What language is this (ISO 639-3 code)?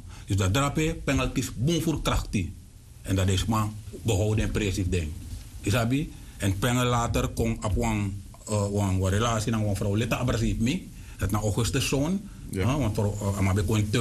srn